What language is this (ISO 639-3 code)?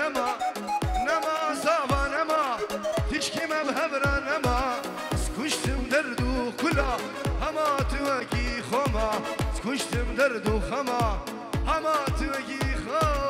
kur